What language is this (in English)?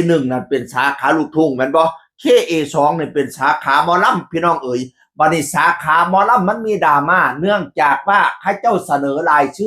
Northeastern Thai